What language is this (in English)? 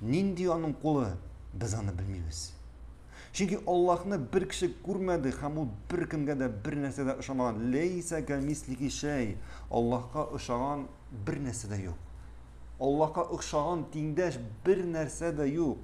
Tatar